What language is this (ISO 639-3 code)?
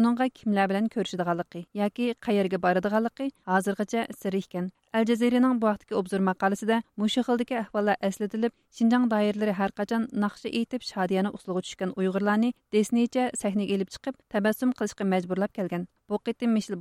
uig